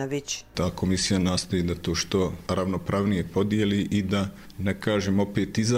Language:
Bosnian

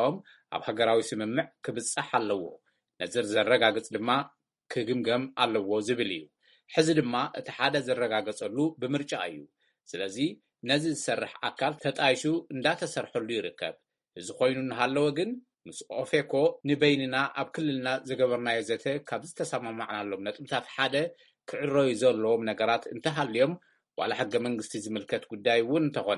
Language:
Tigrinya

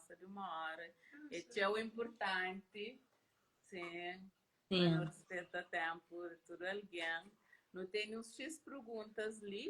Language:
Kabuverdianu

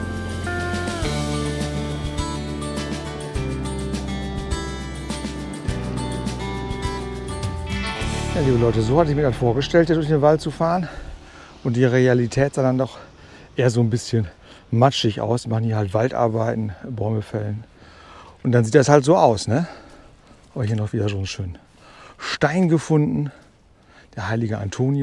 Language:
German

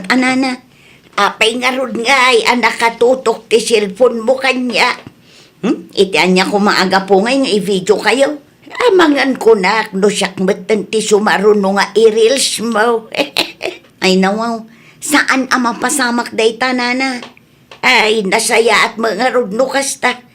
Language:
Iloko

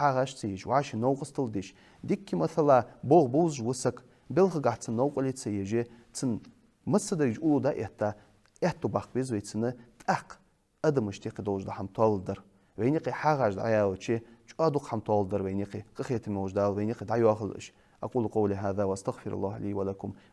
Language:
Ingush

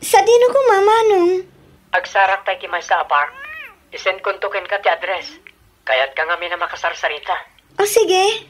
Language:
Iloko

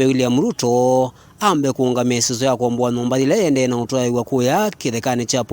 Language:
Kamba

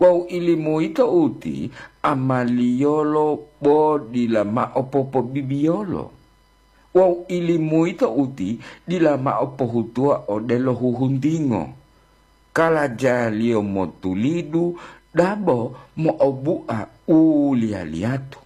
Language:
Gorontalo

